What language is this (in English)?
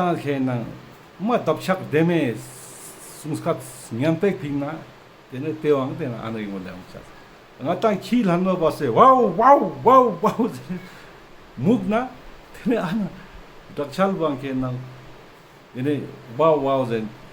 Ladakhi